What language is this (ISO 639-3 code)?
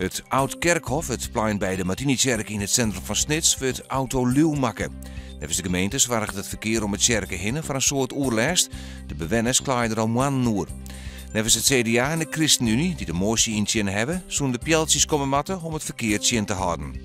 fry